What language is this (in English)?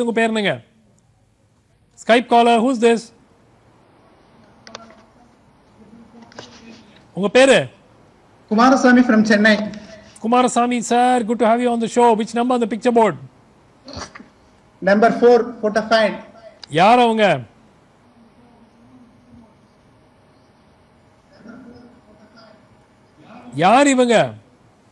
Tamil